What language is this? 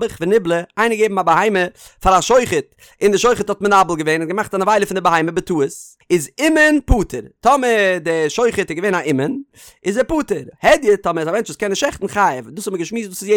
Yiddish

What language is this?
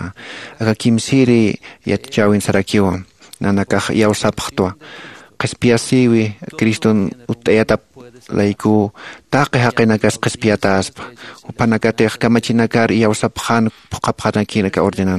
Aymara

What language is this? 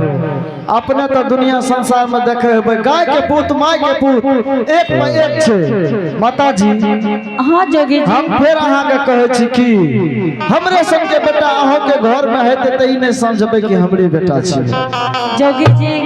Angika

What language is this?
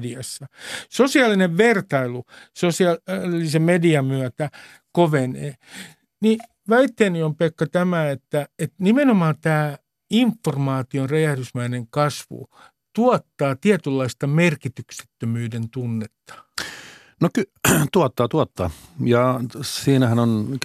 Finnish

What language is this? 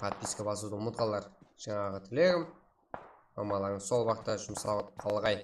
Kara-Kalpak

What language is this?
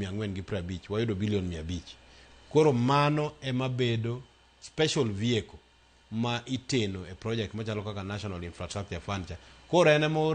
Luo (Kenya and Tanzania)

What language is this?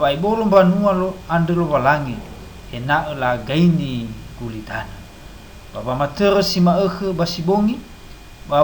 Nias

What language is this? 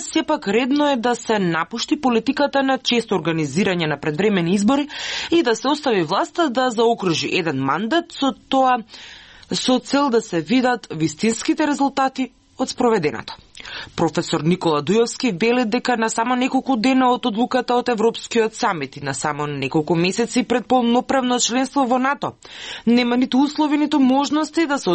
Macedonian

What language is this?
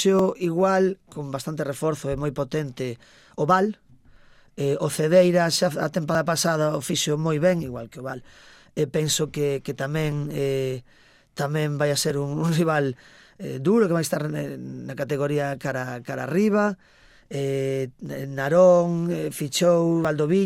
Galician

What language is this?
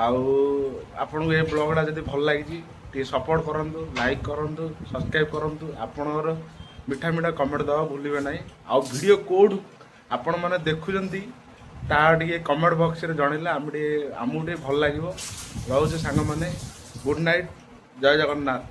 Odia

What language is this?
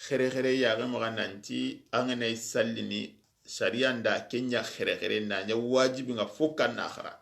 Soninke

